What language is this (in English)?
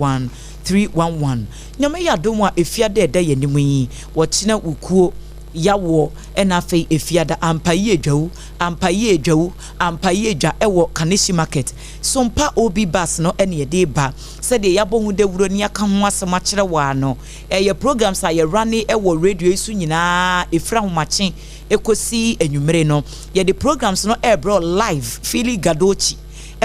Akan